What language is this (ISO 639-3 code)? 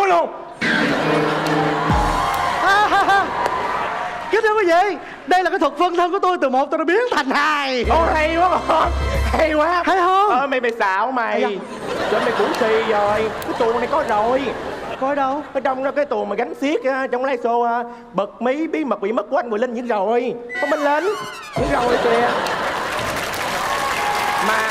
vie